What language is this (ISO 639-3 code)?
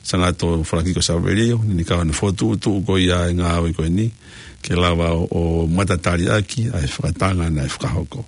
ton